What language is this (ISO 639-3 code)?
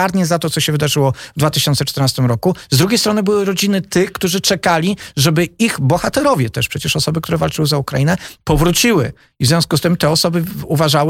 pol